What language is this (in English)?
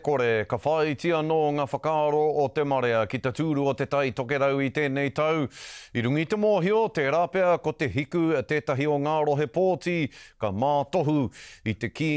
Māori